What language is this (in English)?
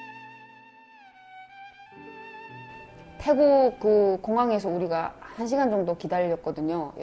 Korean